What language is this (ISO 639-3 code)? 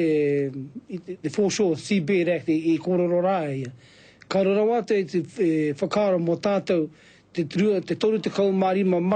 mri